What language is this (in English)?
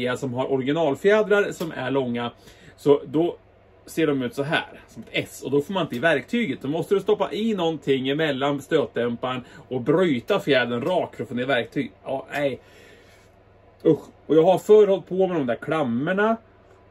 Swedish